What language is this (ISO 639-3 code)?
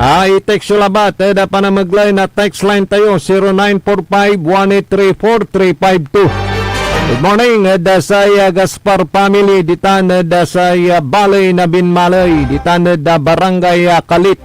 pag